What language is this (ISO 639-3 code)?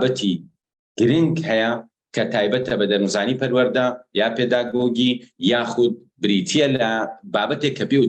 ckb